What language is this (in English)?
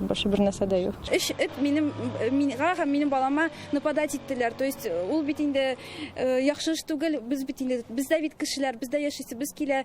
Tatar